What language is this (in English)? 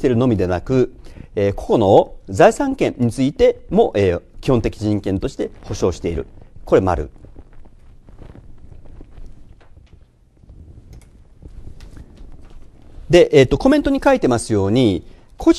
Japanese